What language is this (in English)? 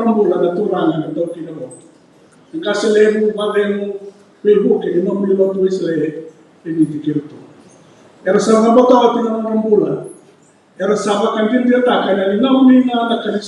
Fijian